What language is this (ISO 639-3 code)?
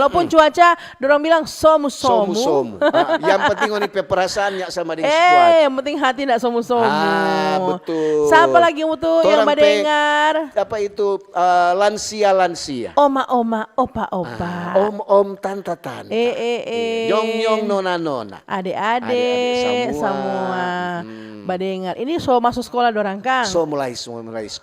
xmm